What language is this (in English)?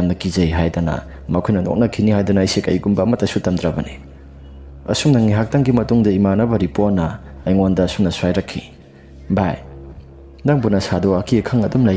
Manipuri